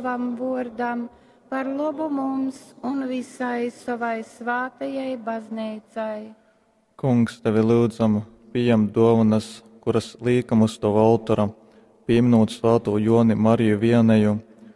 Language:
Latgalian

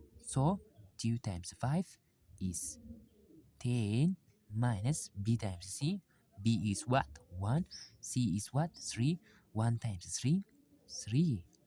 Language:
English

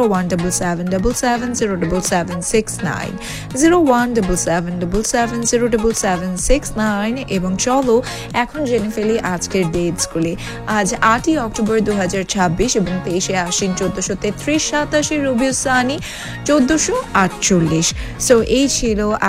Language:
Bangla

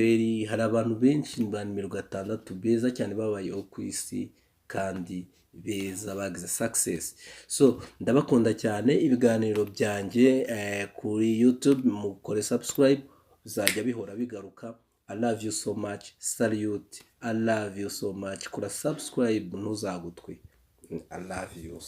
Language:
Kinyarwanda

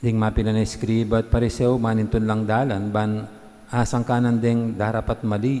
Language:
Pampanga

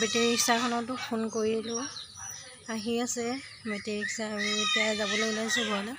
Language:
Assamese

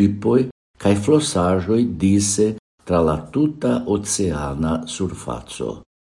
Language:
Esperanto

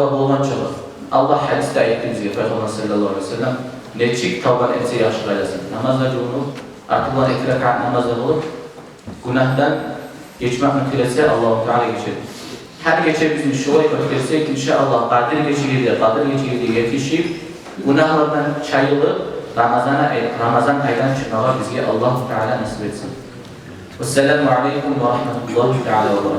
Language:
Kumyk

